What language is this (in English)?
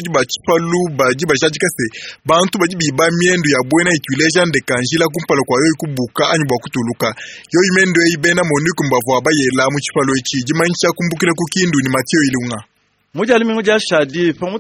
Luba-Lulua